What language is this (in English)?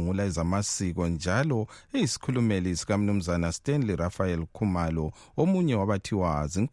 North Ndebele